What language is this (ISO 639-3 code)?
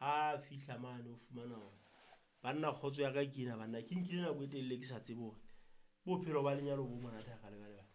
sot